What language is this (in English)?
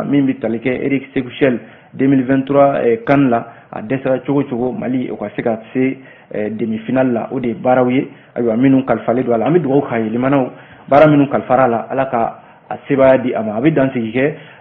Bambara